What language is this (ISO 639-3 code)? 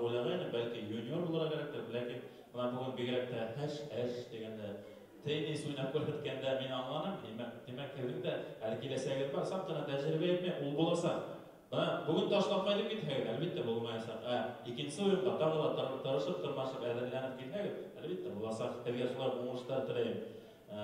bak